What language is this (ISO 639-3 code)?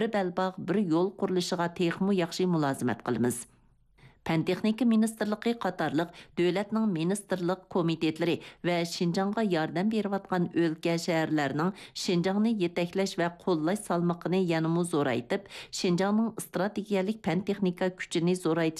uig